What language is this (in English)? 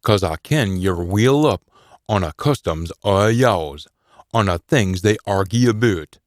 Scots